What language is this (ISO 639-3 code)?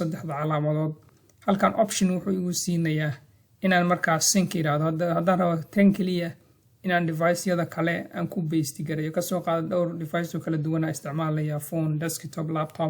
som